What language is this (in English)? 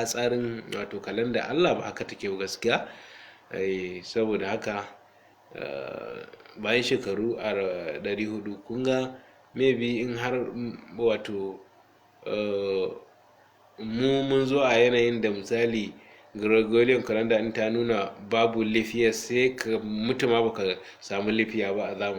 Hausa